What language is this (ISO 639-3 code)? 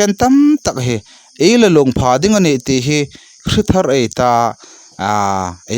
hmr